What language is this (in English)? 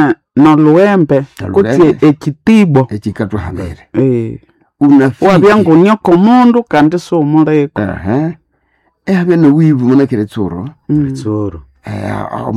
Nande